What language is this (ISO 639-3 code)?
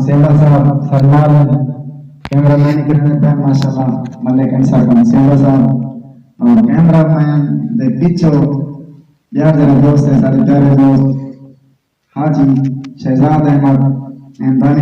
skr